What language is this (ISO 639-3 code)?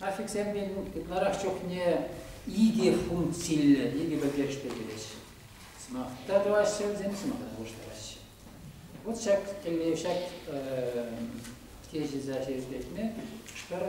chv